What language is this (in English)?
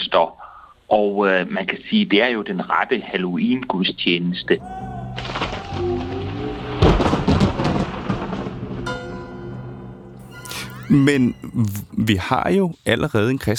Danish